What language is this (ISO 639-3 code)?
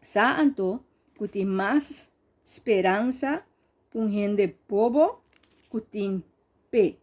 pap